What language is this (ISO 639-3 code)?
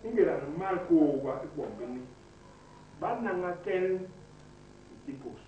bas